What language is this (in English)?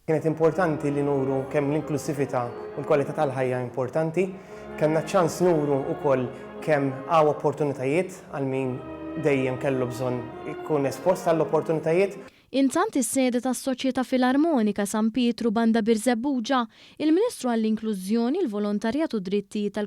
Maltese